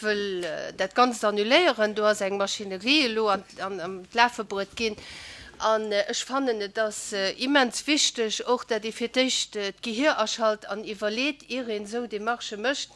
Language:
Luxembourgish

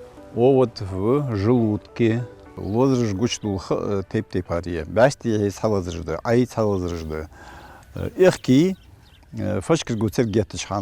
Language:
Ingush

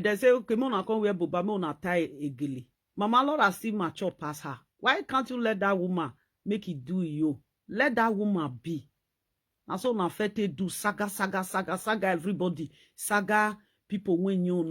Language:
Nigerian Pidgin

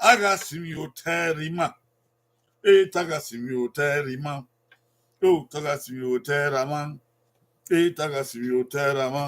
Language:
Bini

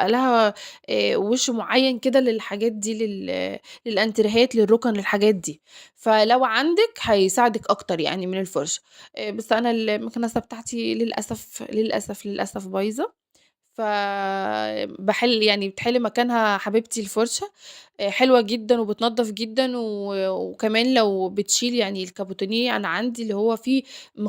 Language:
Egyptian Arabic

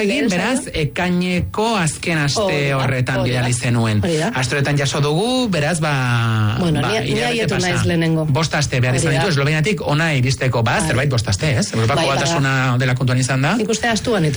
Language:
Basque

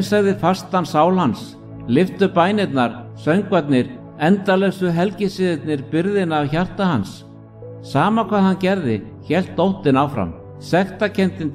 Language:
Icelandic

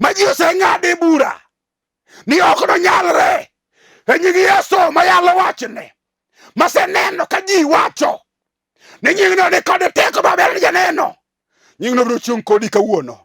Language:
Luo (Kenya and Tanzania)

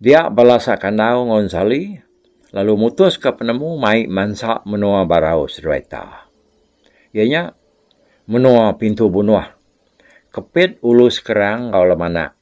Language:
Iban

